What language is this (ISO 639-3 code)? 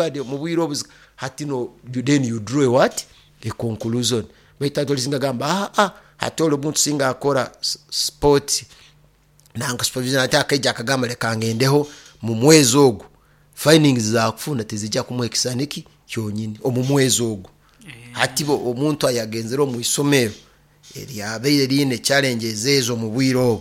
nyo